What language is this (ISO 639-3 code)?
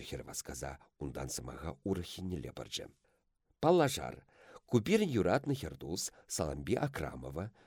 chv